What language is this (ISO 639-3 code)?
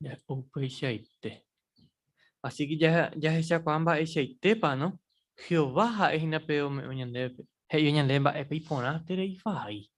grn